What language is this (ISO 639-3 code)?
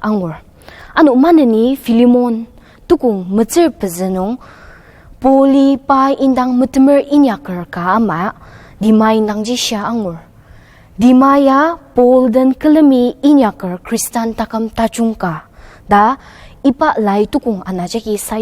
njo